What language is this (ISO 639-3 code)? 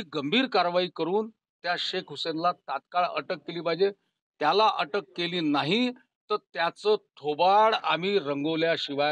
mar